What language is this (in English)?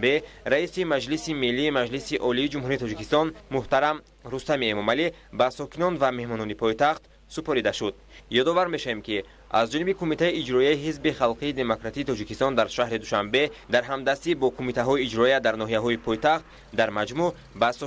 Tajik